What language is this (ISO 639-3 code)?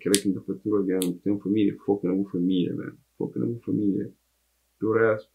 kea